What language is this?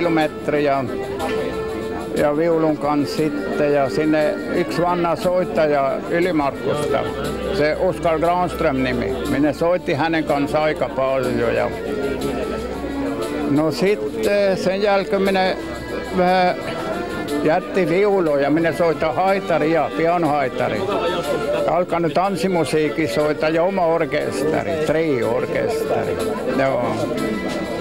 Finnish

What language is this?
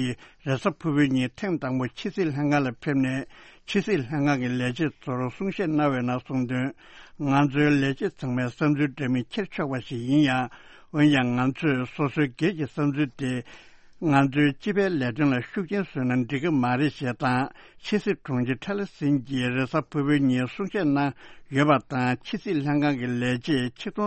Tibetan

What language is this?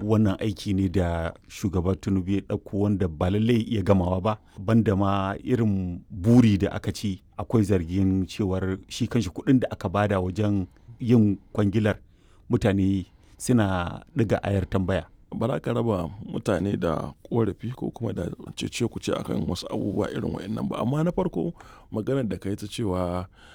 Hausa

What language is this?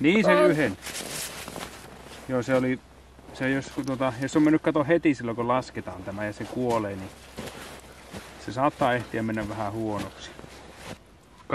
Finnish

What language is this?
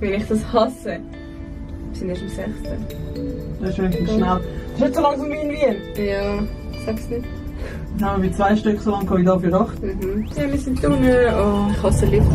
Swiss German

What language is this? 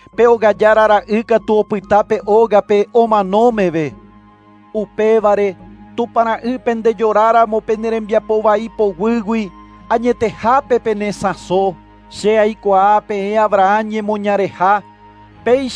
Guarani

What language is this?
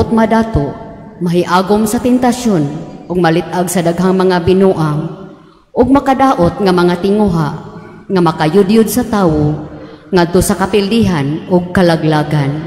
Cebuano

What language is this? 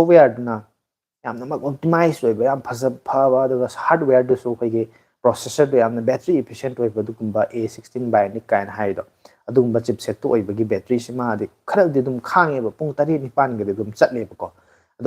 Manipuri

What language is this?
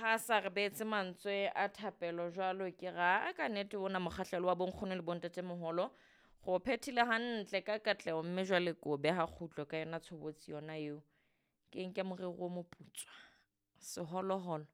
Southern Sotho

